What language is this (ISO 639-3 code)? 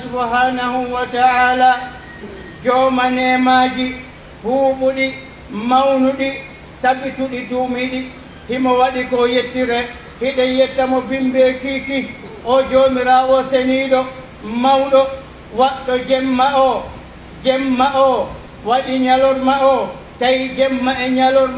fuf